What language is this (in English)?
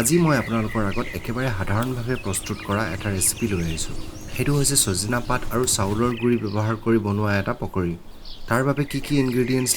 Assamese